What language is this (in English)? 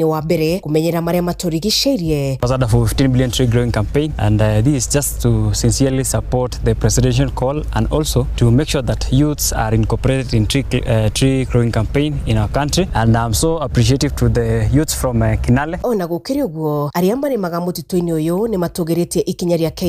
Kikuyu